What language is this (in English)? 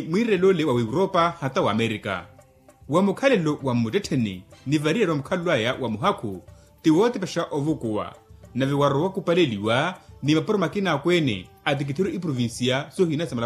Makhuwa